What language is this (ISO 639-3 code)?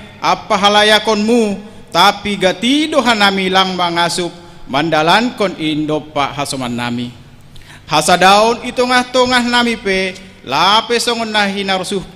bts